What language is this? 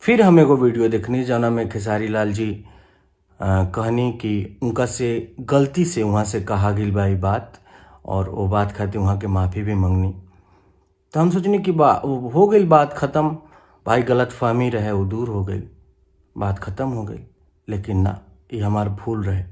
Bhojpuri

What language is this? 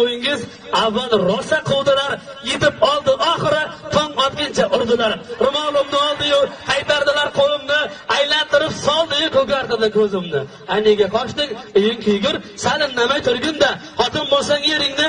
Uzbek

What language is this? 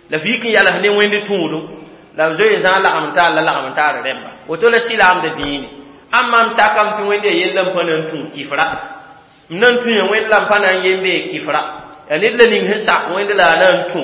Mossi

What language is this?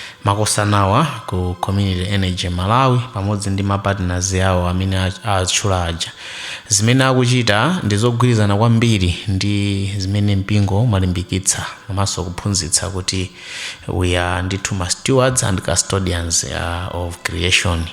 Nyanja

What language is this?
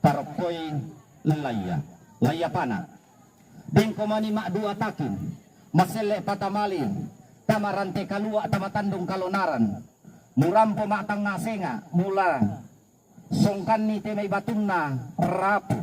Toraja-Sa'dan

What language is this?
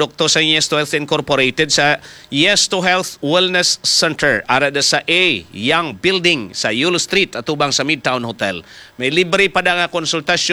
Hiligaynon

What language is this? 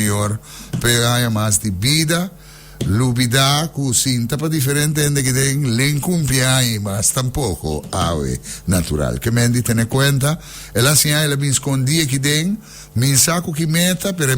Papiamento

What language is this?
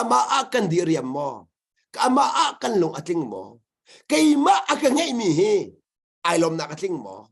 Hakha Chin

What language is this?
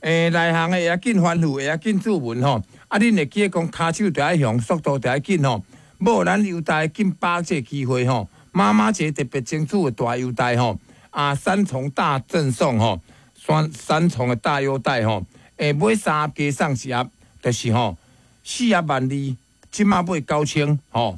Min Nan Chinese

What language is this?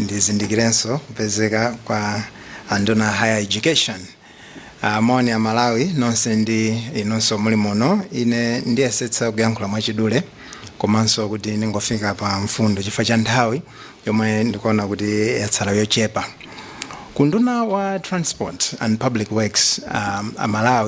Nyanja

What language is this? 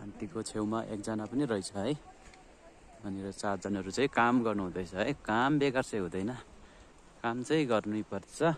Nepali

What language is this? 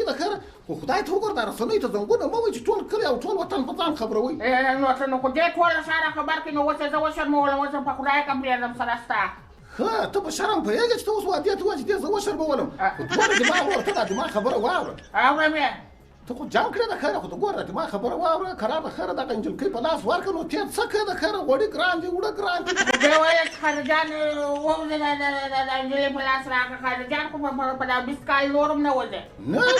Pashto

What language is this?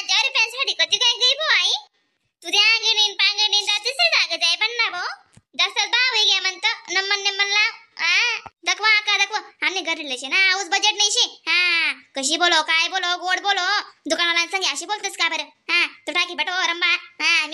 Khandesi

